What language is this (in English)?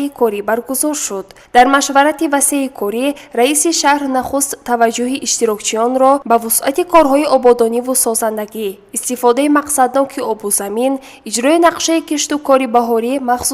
Tajik